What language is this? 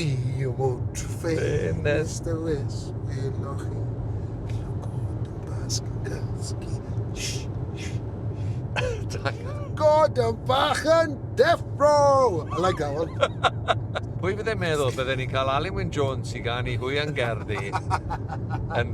Welsh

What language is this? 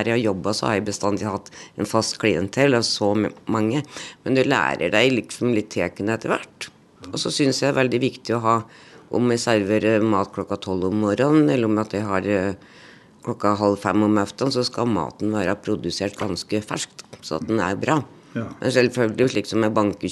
Norwegian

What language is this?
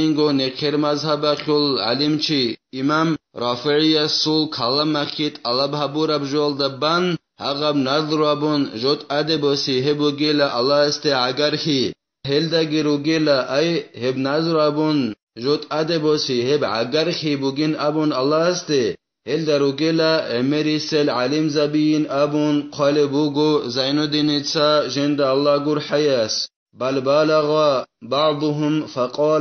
Avaric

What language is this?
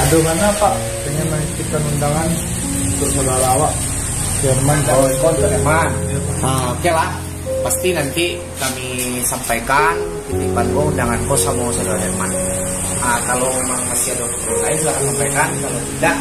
Minangkabau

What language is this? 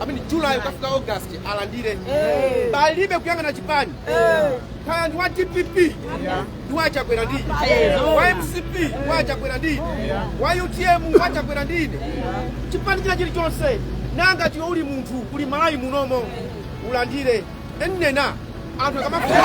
Nyanja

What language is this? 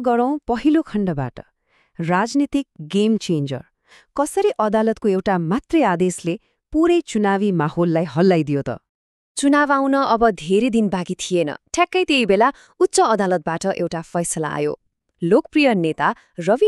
Nepali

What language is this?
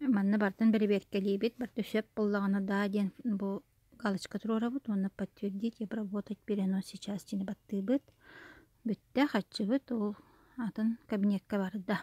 Yakut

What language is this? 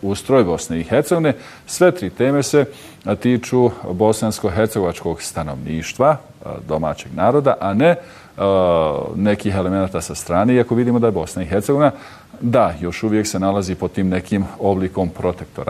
Bosnian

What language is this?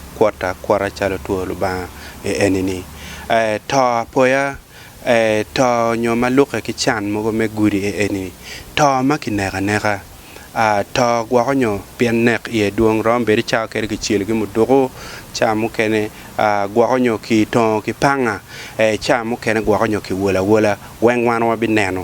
Acoli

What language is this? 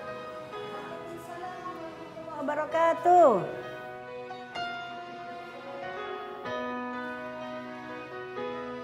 Indonesian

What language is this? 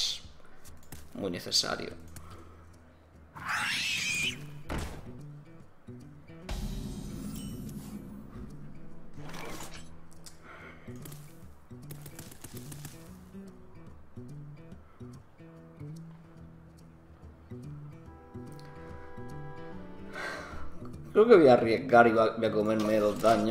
Spanish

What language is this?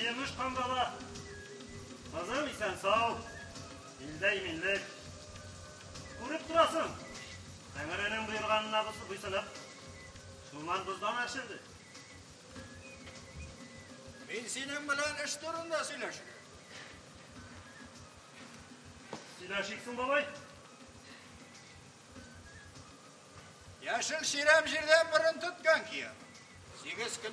Tatar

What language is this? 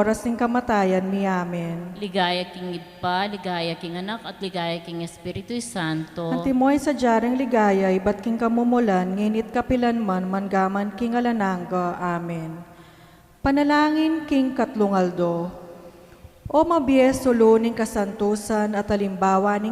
Pampanga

